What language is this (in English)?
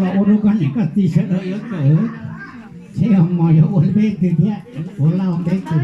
Hmong